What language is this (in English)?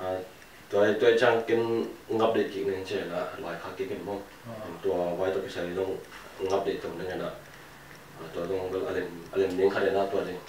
Tedim Chin